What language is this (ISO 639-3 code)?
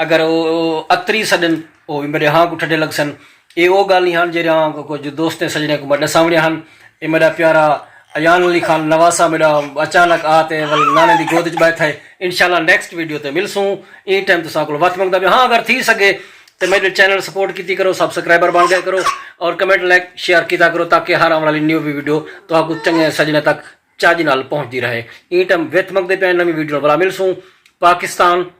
skr